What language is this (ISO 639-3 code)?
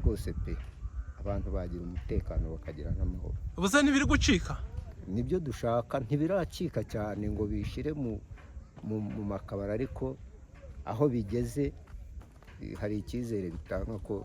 kin